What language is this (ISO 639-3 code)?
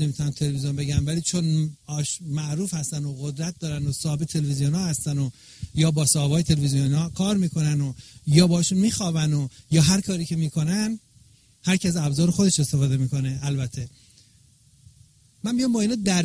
fas